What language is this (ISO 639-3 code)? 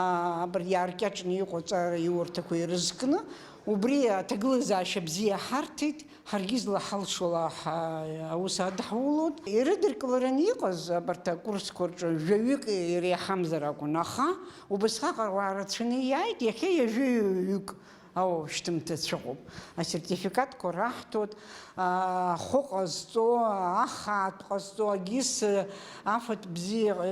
abk